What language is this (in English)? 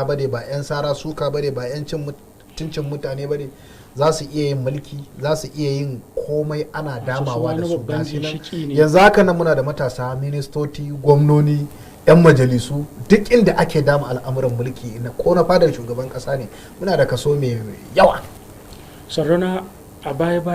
Hausa